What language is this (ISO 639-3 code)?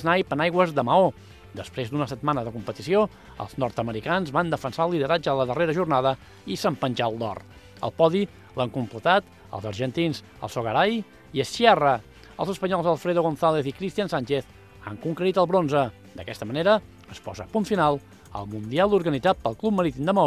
cat